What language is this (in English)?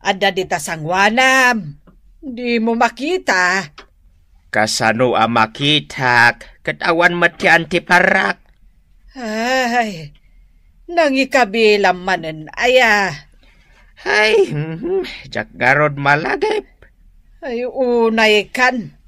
Iloko